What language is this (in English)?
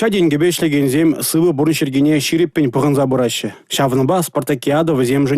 Chuvash